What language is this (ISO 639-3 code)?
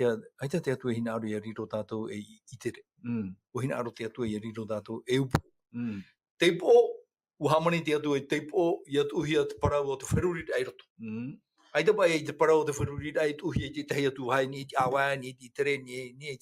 tah